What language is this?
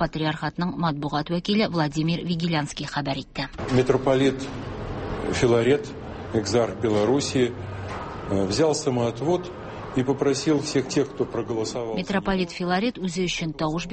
Tatar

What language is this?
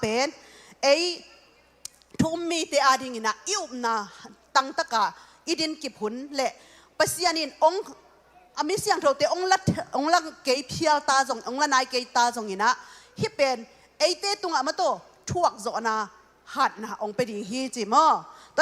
Tedim Chin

